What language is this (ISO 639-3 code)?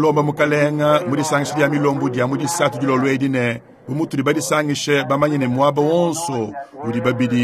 lua